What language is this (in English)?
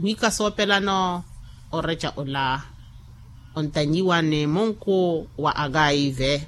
Makhuwa